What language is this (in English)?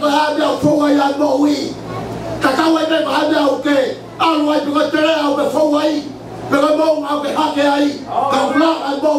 Tongan